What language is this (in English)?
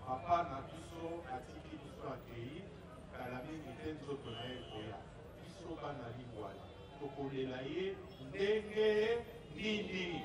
Lingala